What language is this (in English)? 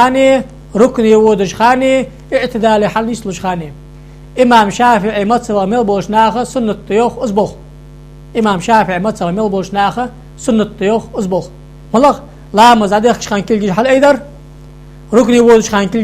Ingush